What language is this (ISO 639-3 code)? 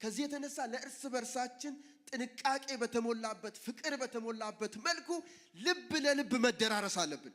amh